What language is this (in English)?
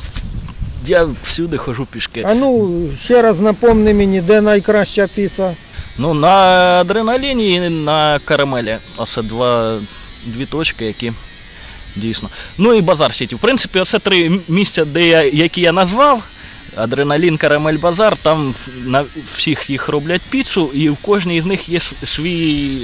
Ukrainian